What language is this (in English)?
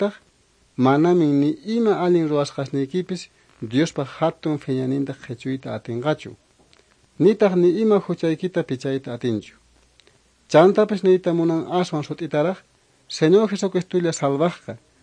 Quechua